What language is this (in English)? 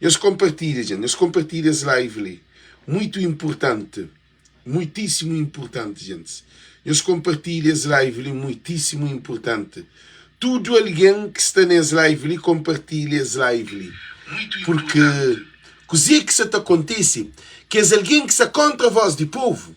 Kabuverdianu